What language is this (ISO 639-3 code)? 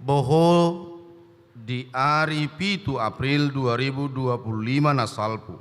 bbc